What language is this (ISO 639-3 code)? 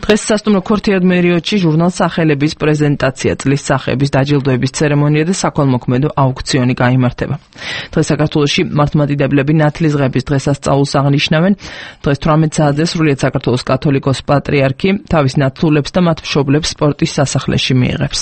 kat